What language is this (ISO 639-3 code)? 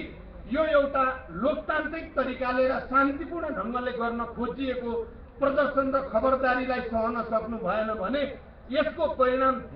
nep